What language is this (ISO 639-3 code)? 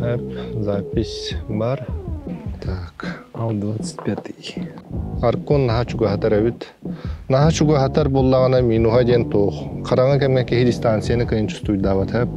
sah